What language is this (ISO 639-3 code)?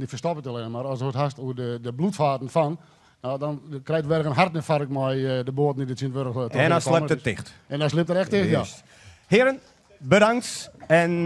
fry